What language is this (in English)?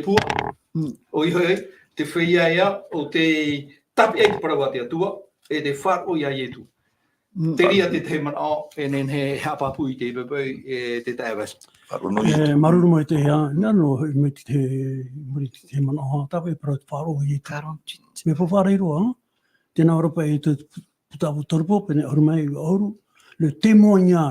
Tahitian